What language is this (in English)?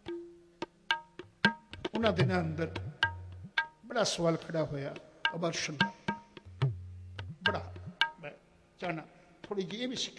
Punjabi